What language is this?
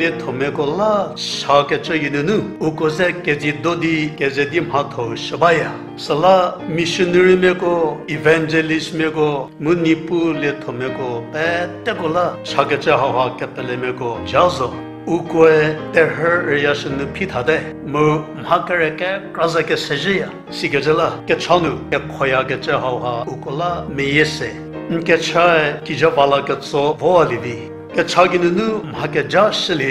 Angami Naga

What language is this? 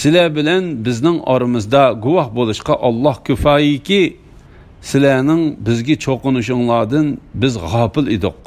Uyghur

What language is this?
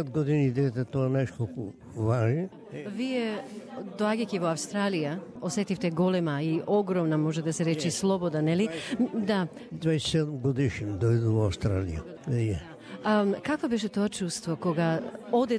Macedonian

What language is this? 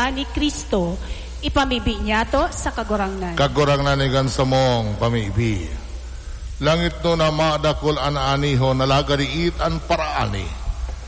Bikol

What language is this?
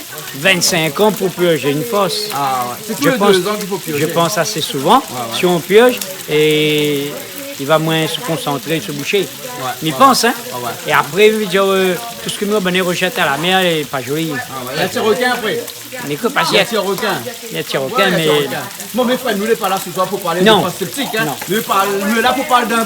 Réunion Creole French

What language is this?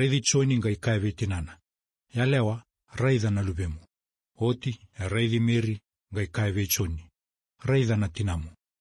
Fijian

